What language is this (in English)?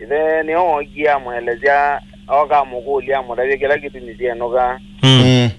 Kamba